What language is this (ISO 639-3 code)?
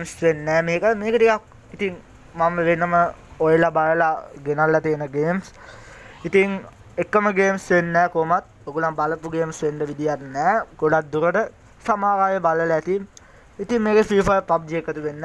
sin